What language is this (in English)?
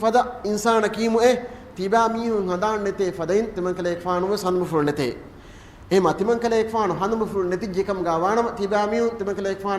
Divehi